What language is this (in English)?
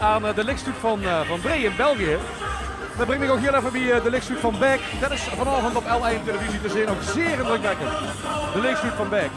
Limburgish